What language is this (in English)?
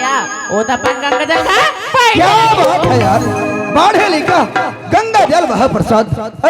Chhattisgarhi